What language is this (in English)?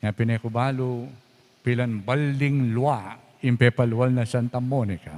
Pampanga